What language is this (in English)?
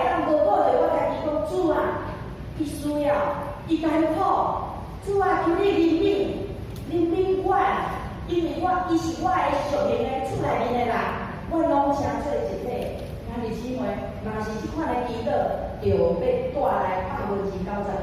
Min Nan Chinese